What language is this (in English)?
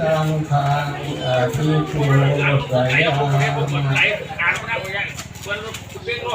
Pali